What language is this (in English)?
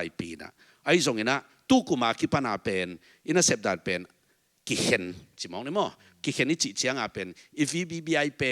Tedim Chin